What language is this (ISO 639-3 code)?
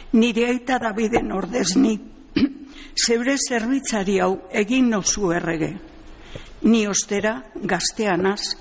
eus